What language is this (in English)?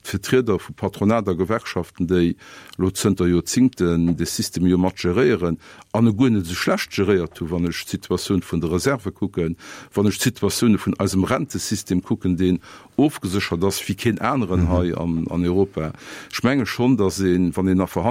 Luxembourgish